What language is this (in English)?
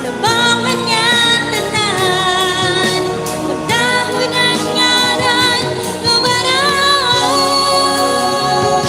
Waray